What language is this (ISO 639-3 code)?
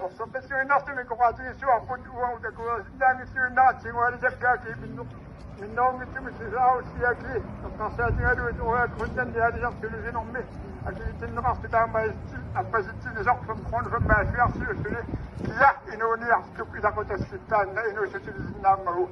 kal